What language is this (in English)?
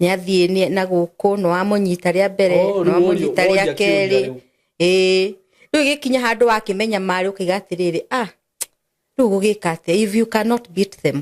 Kikuyu